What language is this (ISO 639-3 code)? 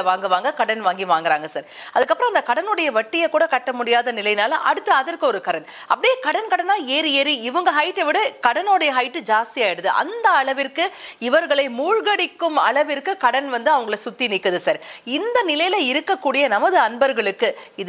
tam